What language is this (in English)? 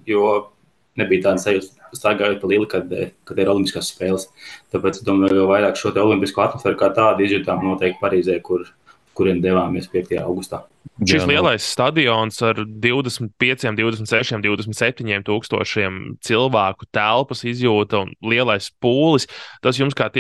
Latvian